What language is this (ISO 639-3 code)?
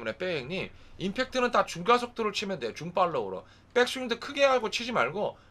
kor